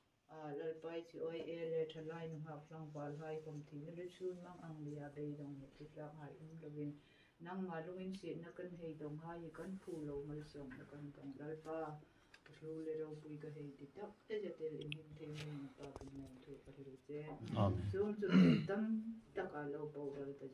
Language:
Hmar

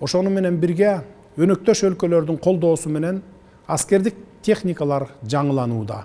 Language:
Kyrgyz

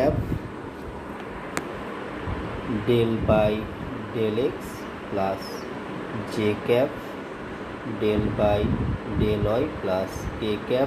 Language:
Bangla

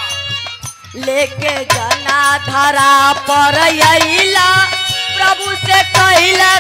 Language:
Bhojpuri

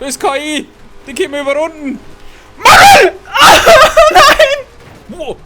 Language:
Bavarian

